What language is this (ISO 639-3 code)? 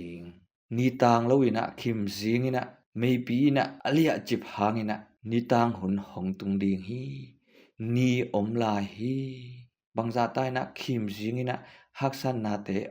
ctd